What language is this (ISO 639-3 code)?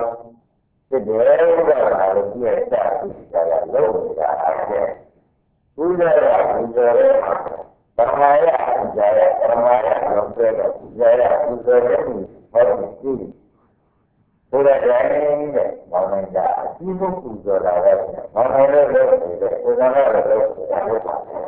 mya